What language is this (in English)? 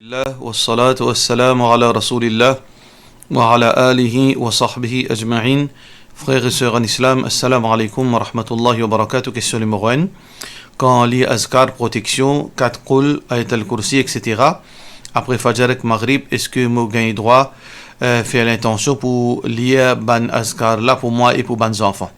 Morisyen